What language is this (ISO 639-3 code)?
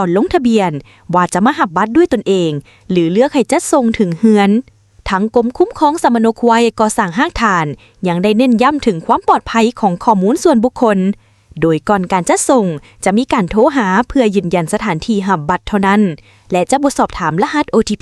lao